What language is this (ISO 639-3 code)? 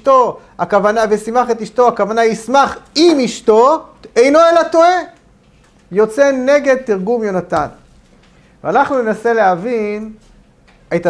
heb